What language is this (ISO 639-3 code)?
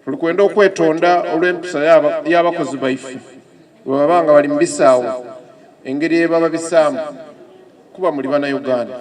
xog